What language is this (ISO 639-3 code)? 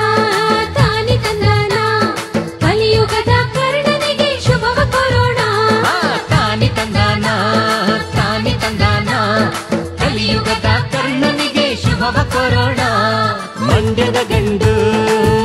kan